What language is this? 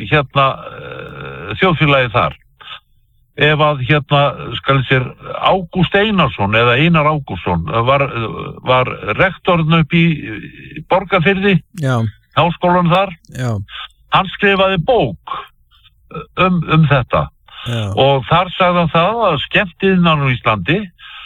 Icelandic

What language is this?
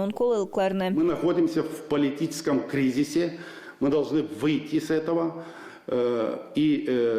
Gagauz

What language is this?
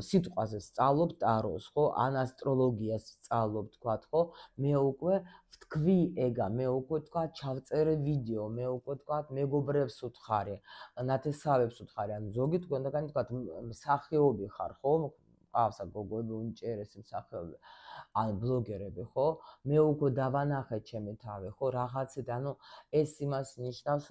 Georgian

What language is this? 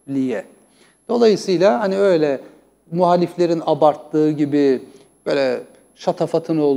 Turkish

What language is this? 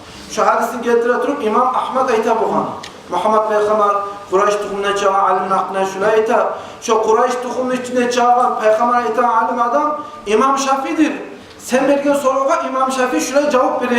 Kumyk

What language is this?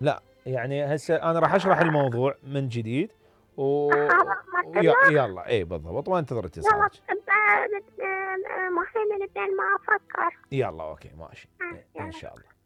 Mesopotamian Arabic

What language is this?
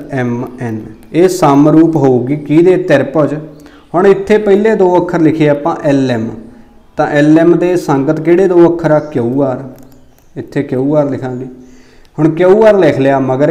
Punjabi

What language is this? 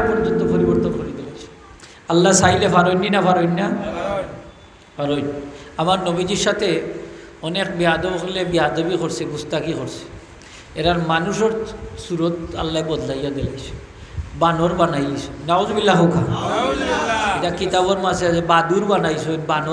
Sylheti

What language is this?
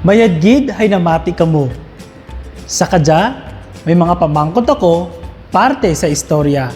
Kinaray-a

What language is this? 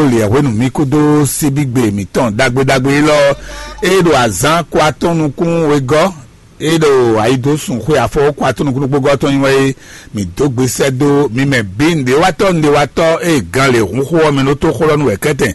Fon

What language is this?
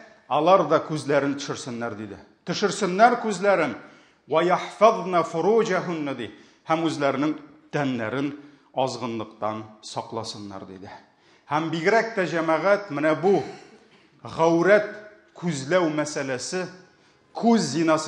Tatar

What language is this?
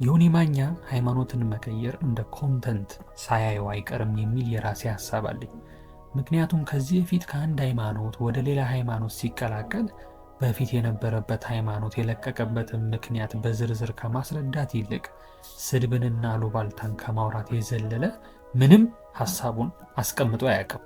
Amharic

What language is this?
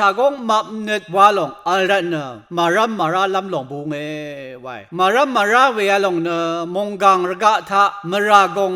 Rawang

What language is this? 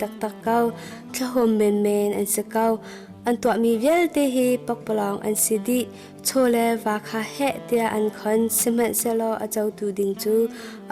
Hakha Chin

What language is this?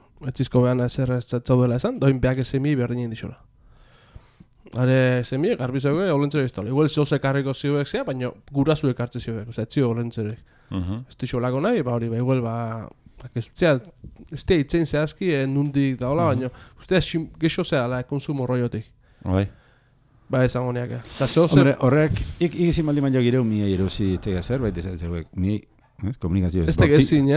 Basque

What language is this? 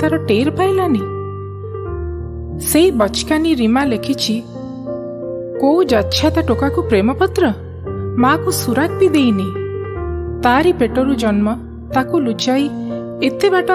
Odia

